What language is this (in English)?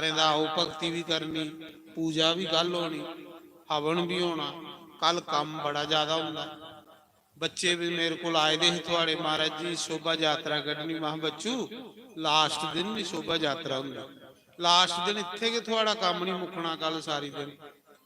Dogri